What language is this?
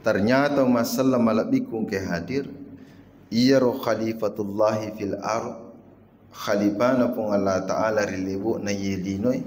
Buginese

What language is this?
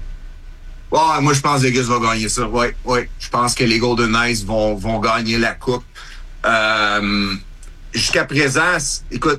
French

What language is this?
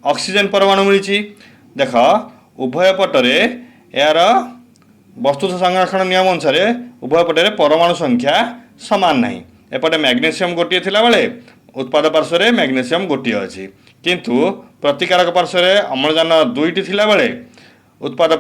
Odia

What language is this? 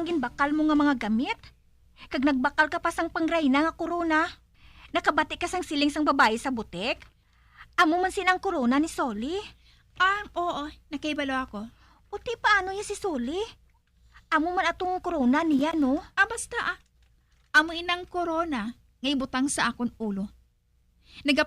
Hiligaynon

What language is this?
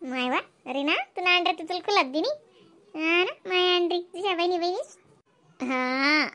Khandesi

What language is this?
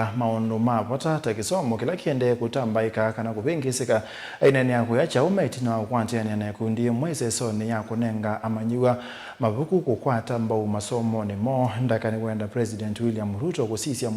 Kamba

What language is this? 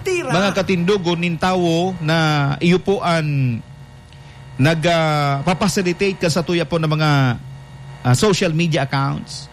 Bikol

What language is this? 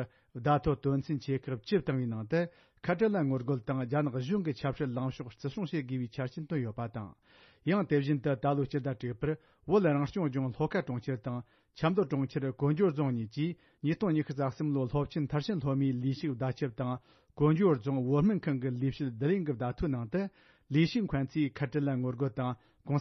Tibetan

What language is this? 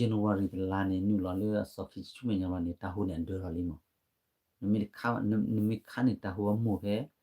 S'gaw Karen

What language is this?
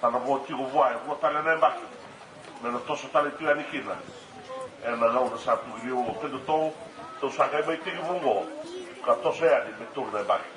Fijian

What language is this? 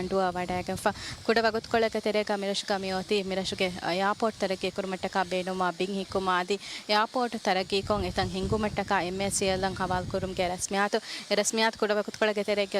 Divehi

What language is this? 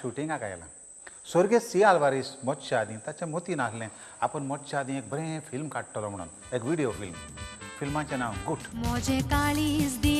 Konkani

